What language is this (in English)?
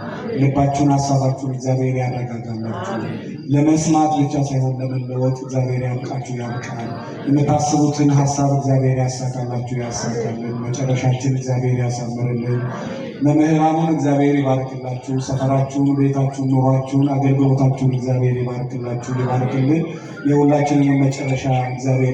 Amharic